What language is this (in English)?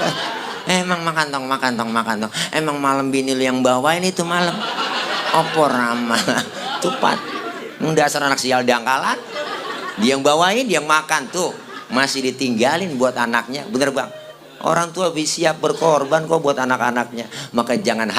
Betawi